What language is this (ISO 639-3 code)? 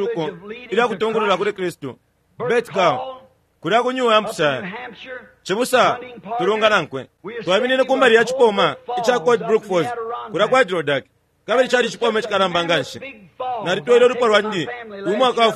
bem